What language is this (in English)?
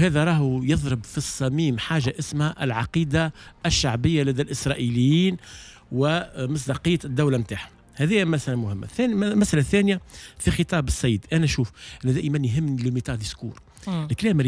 Tunisian Arabic